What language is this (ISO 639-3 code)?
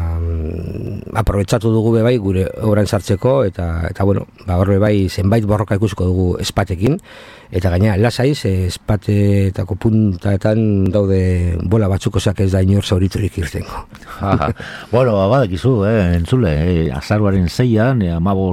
eus